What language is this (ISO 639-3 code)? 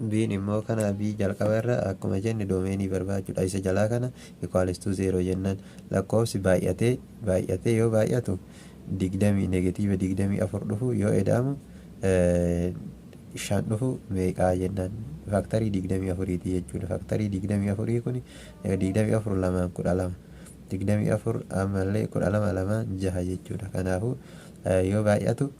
orm